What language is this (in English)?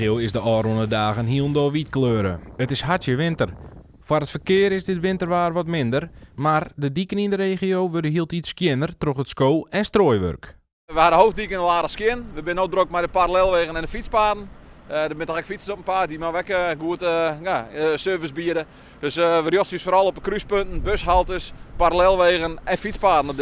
Western Frisian